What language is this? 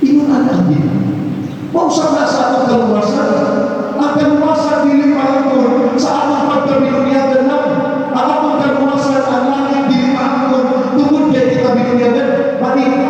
Cebuano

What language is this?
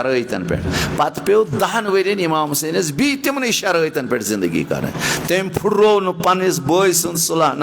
Kashmiri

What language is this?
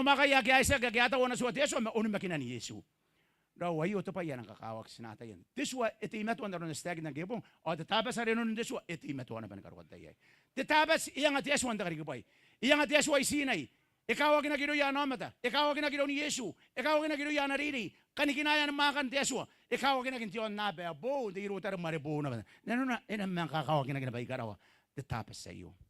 Gilbertese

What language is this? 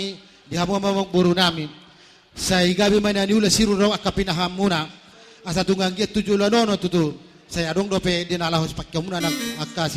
Batak Toba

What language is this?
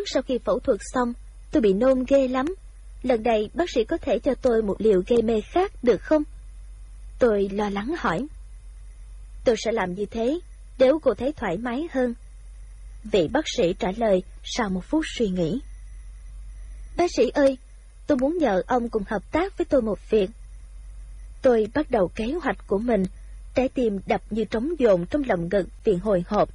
Vietnamese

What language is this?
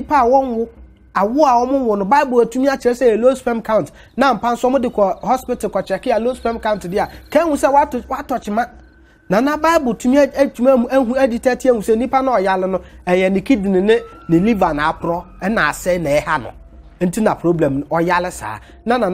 Akan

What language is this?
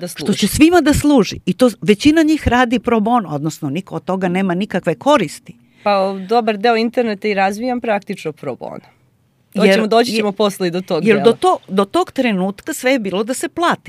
Serbian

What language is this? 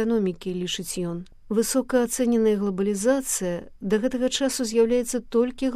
Belarusian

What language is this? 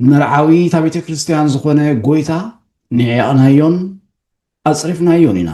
Tigrinya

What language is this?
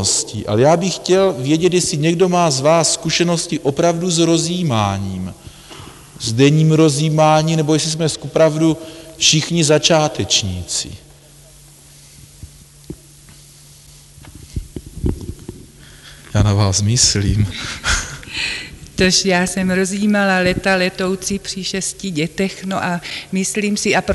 Czech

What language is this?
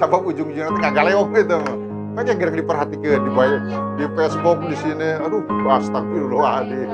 Sundanese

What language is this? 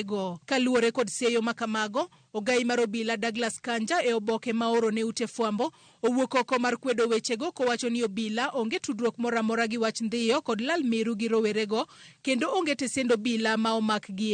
Luo (Kenya and Tanzania)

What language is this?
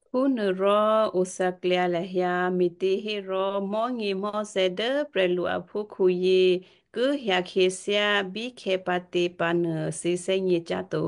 Western Kayah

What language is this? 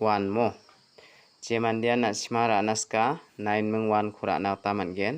Garo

